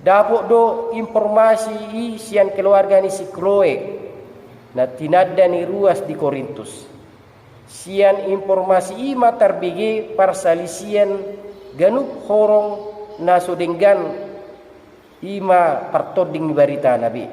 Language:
Batak Toba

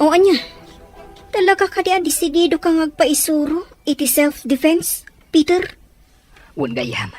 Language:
Iloko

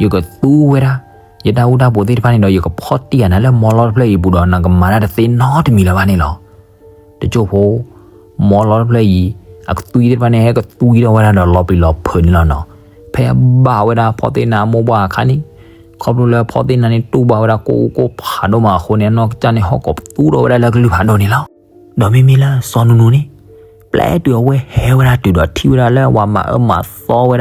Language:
S'gaw Karen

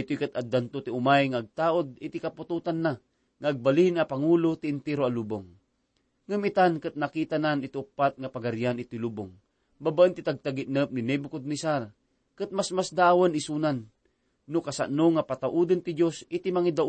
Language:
Iloko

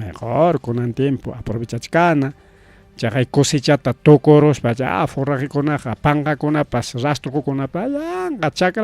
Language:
Ayacucho Quechua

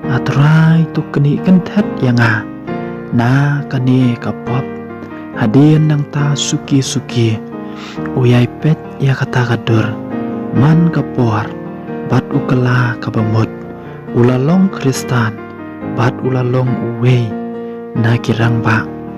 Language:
Khasi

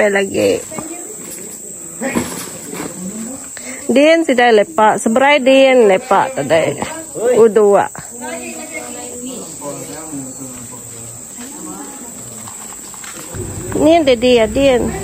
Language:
Malay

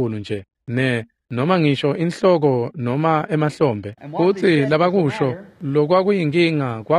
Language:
Swati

